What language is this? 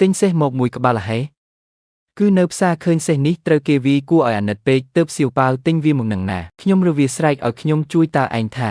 Khmer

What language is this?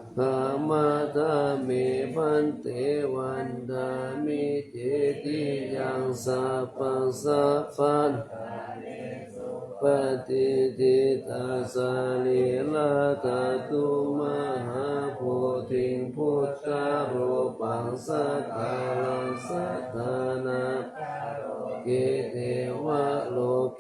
Pali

